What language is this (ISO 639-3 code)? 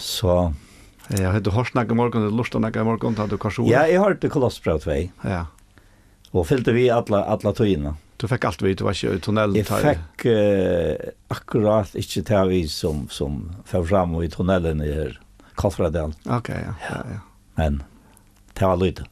fao